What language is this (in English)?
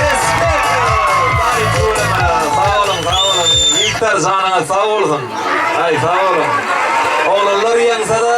Turkmen